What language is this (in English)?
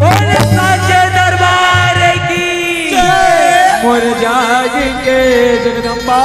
Chhattisgarhi